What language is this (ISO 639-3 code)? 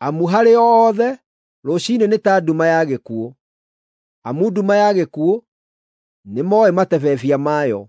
kik